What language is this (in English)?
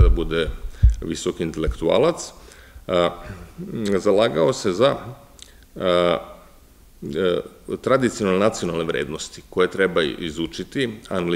Serbian